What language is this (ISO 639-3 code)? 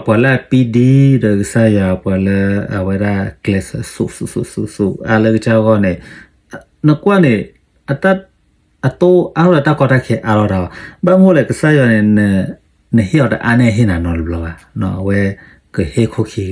ksw